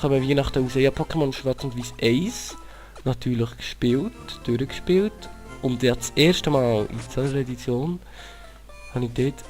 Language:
Swiss German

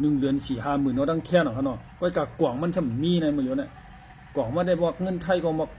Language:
Shan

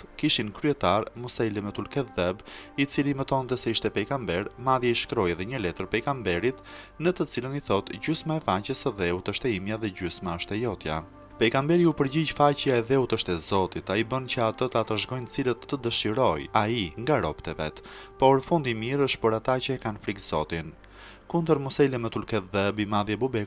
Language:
Albanian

